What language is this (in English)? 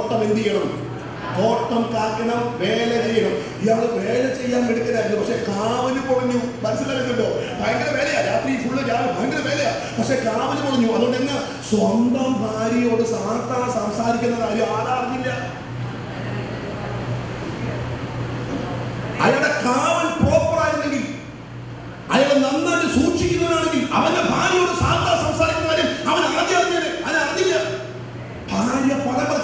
Malayalam